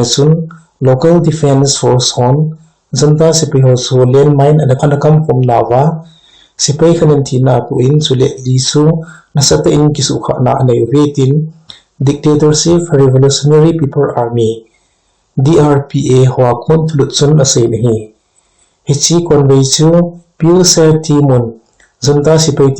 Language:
Thado Chin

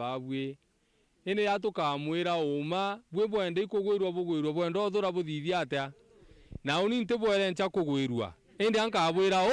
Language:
Meru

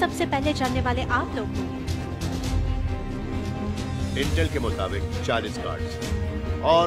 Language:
Hindi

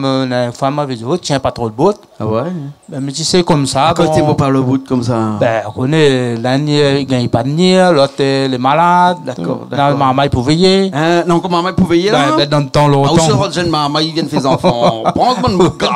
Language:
Réunion Creole French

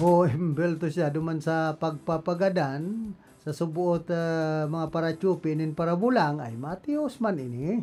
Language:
Bikol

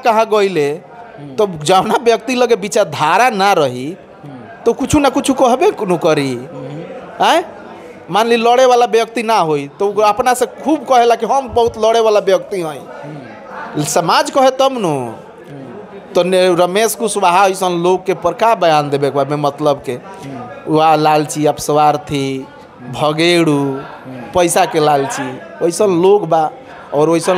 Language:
Bhojpuri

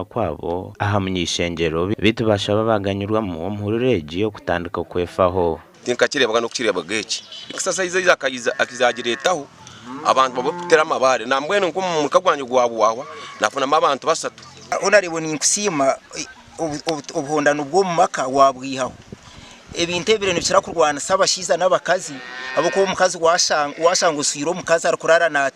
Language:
Nyankole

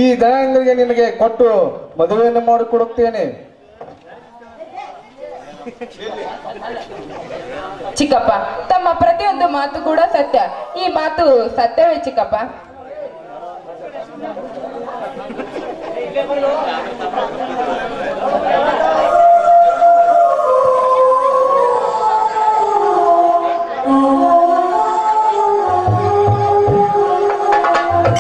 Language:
Kannada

